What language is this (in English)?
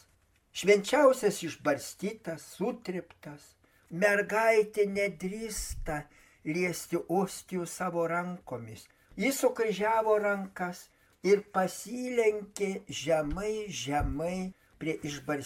Lithuanian